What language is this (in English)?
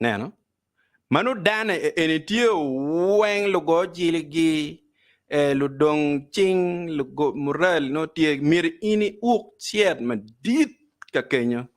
Acoli